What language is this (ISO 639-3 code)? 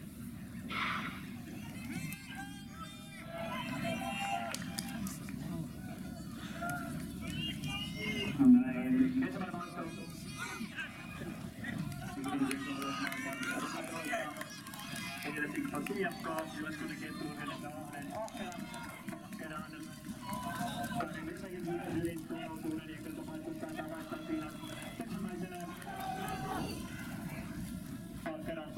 fin